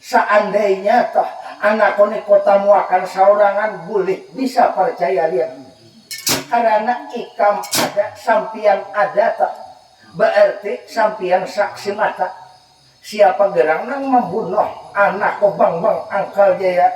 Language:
Banjar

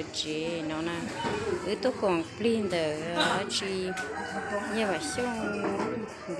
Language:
Hmong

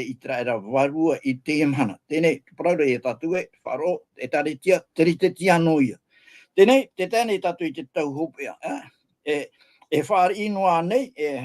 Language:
Tahitian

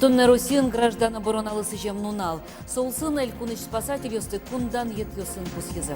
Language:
Udmurt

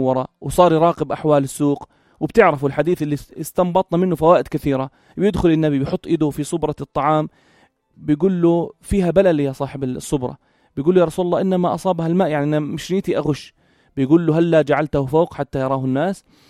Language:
North Levantine Arabic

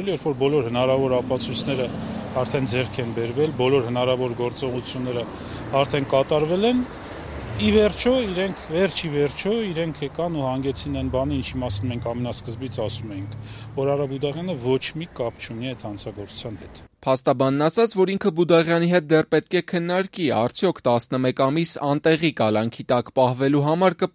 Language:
Armenian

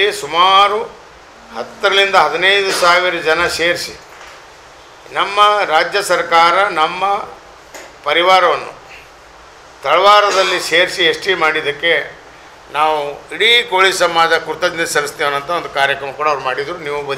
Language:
Kannada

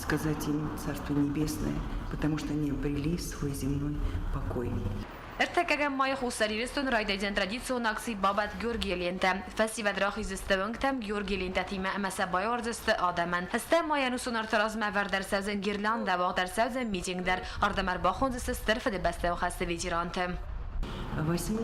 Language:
Ossetic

